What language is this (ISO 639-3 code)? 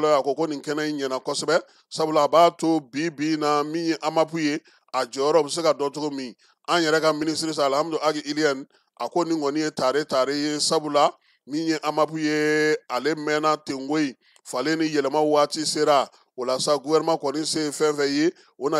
bam